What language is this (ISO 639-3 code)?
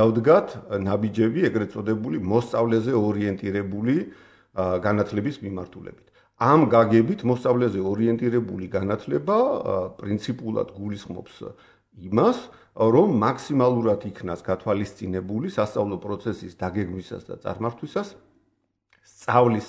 kat